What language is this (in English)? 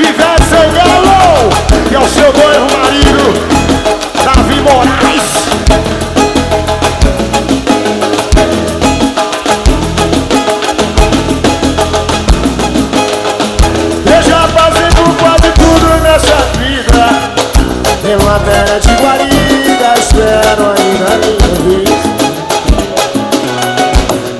Portuguese